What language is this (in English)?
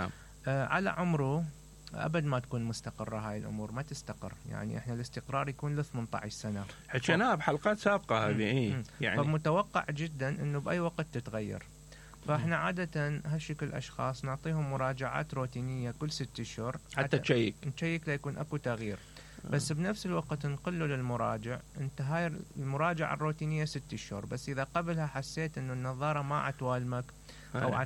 Mesopotamian Arabic